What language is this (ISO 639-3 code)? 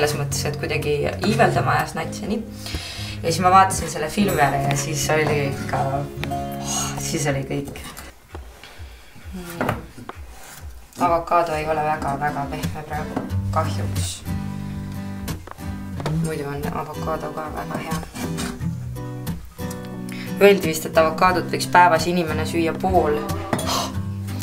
est